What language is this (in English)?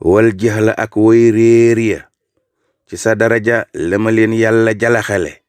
Wolof